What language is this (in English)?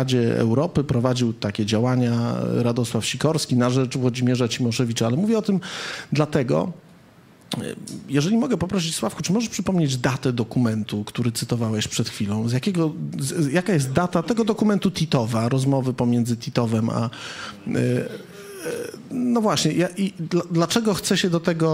Polish